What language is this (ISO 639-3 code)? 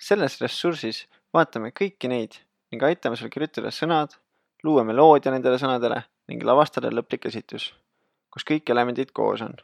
est